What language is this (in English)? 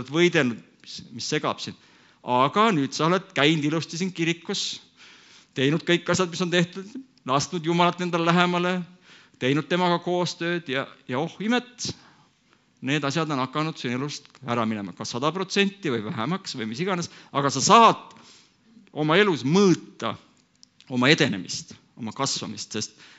Estonian